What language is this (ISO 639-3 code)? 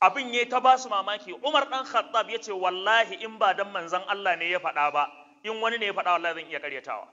hau